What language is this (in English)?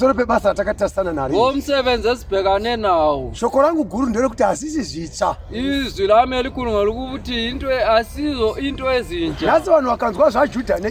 Shona